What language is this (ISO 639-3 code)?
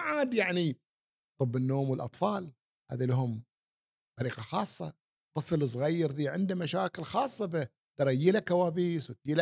afb